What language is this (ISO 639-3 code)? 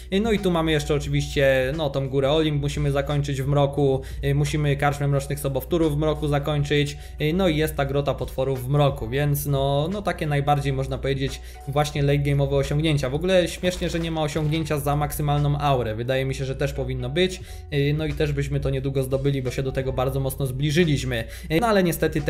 pol